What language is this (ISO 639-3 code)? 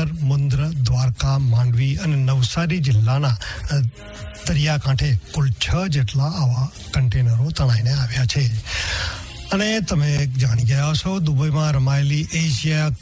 guj